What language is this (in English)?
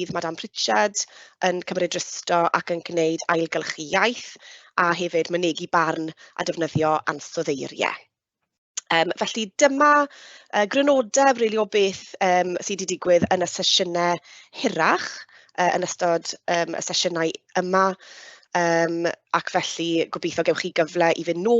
Welsh